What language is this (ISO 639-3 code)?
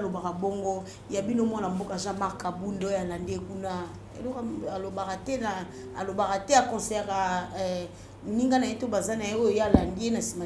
lin